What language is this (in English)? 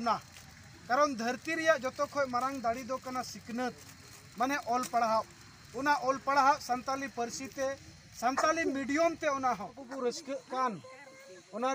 Santali